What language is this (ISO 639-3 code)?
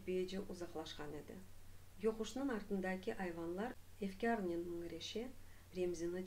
crh